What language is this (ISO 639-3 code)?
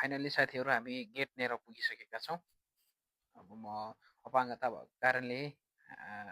nep